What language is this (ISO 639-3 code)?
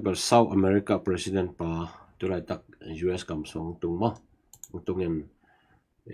ctd